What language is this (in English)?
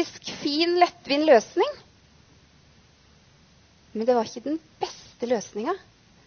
Norwegian